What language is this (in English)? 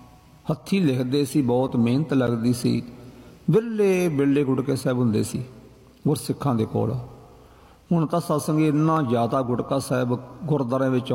Punjabi